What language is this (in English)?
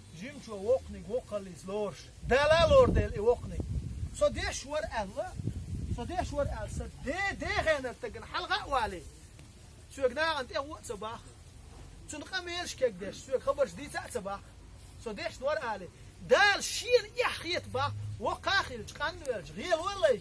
Chechen